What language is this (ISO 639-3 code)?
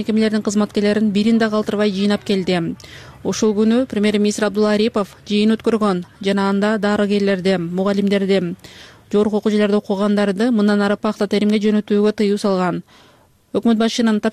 kir